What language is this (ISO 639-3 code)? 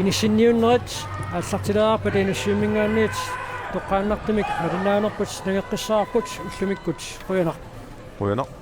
kal